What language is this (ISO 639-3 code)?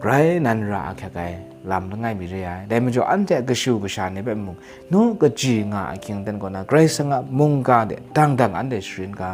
kac